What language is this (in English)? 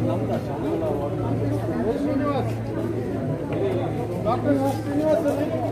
Kannada